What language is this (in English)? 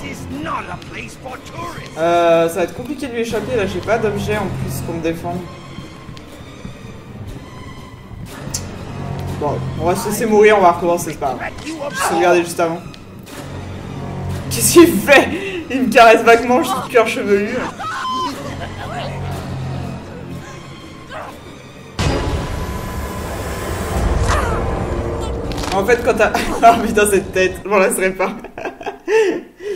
French